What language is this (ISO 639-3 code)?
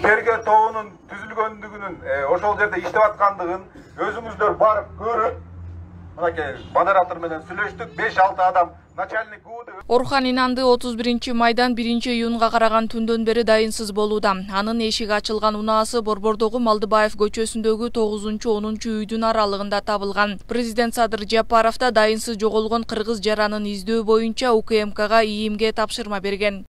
kir